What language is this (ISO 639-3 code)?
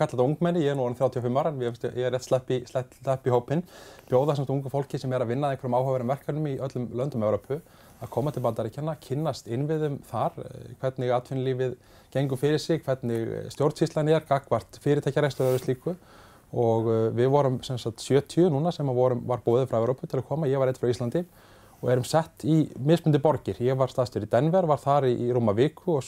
isl